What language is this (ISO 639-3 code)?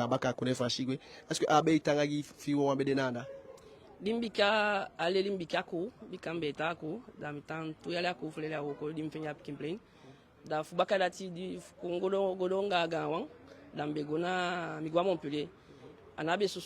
djk